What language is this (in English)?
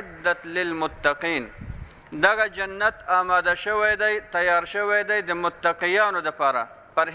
Pashto